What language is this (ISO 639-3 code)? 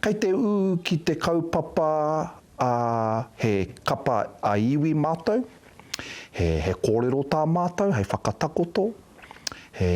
mri